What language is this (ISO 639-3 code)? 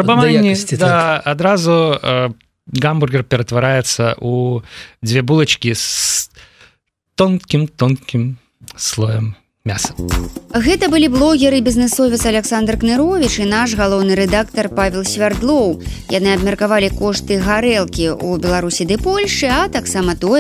bel